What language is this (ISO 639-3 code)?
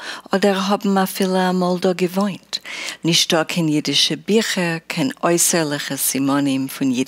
yid